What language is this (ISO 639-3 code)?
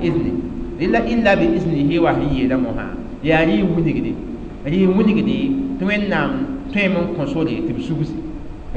mos